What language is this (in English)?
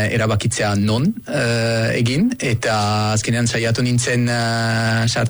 Basque